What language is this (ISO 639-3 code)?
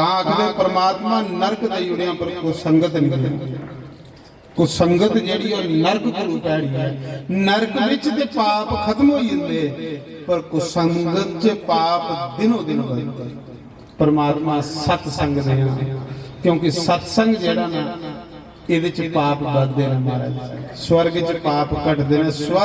doi